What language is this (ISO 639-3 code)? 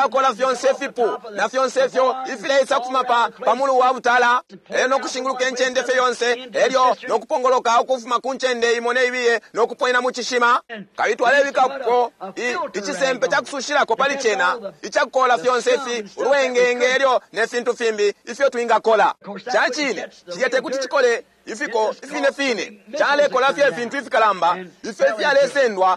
bem